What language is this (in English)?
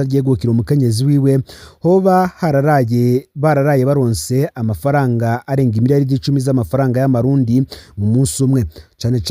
Rundi